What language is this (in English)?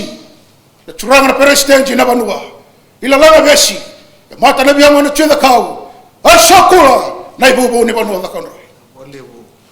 Fijian